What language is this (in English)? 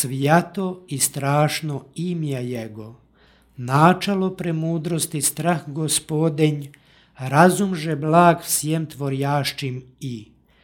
Serbian